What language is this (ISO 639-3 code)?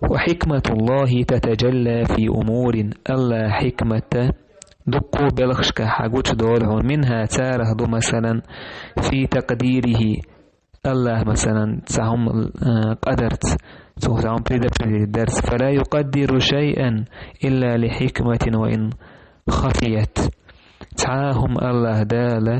che